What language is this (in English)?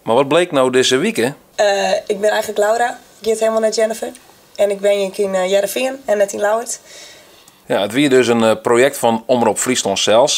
Western Frisian